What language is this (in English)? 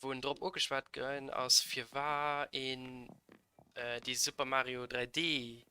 Luxembourgish